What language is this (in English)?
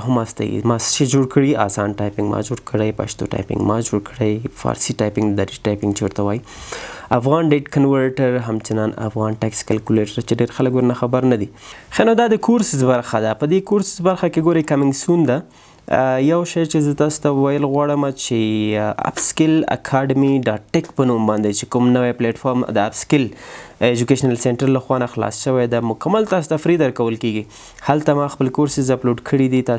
Pashto